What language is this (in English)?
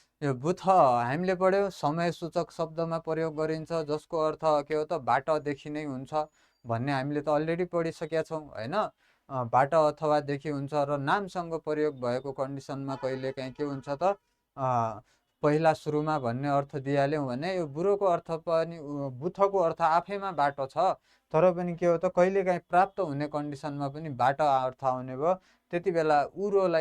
Nepali